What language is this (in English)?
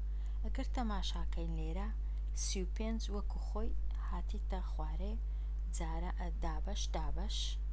Central Kurdish